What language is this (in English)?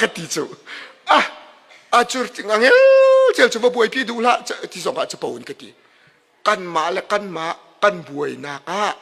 Hakha Chin